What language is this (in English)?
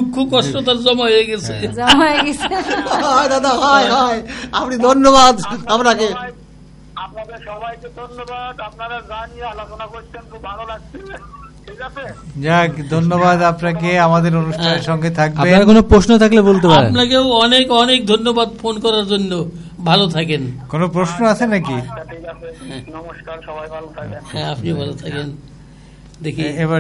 Bangla